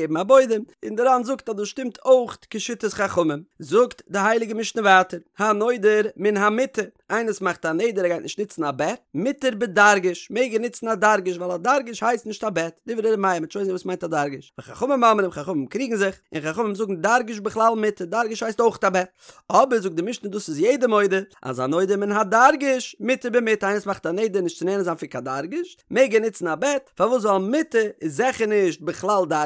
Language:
Yiddish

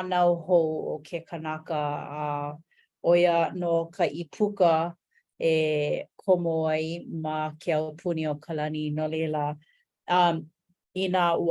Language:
Hawaiian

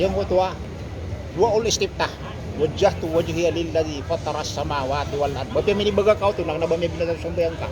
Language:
Maranao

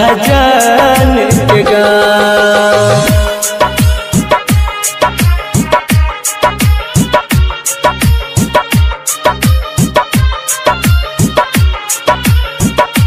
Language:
Maithili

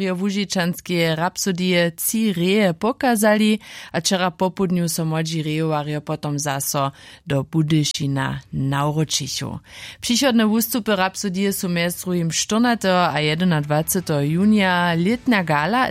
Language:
Upper Sorbian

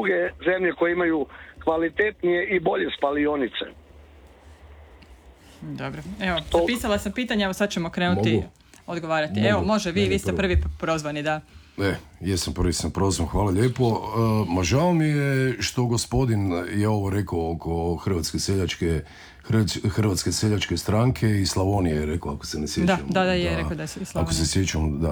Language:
Croatian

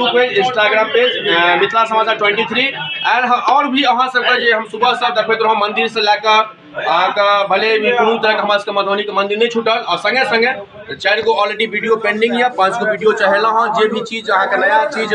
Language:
Maithili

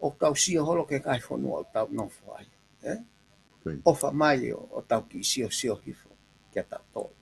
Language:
Tongan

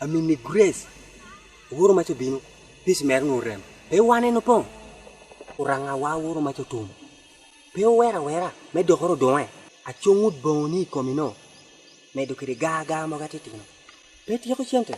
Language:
Lango (Uganda)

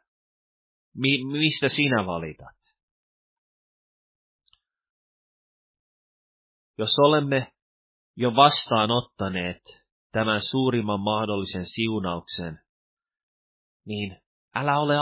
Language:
Finnish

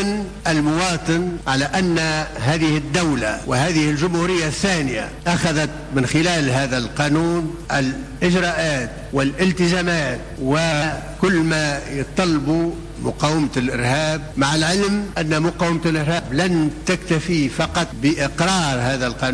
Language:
Tunisian Arabic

